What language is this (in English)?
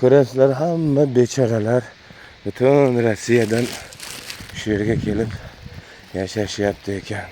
Uzbek